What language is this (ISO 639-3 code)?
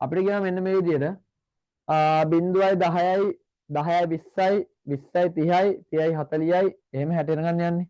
sin